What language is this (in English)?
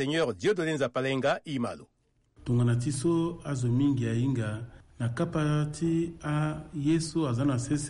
Sango